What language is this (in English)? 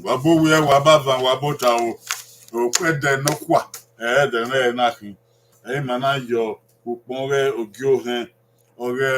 Bini